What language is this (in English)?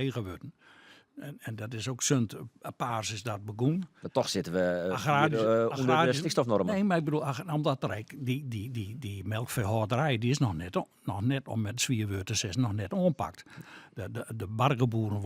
Western Frisian